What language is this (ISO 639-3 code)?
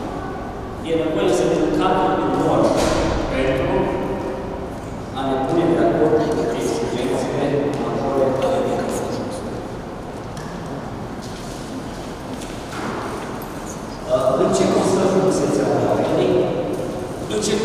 ron